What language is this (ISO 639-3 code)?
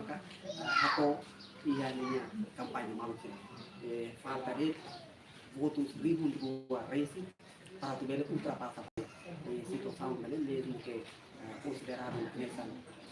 tet